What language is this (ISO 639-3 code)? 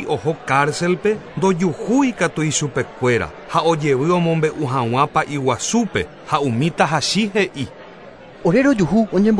grn